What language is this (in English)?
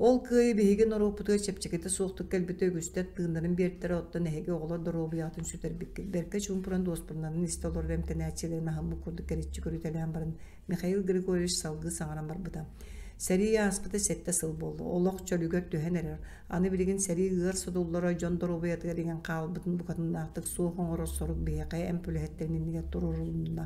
Yakut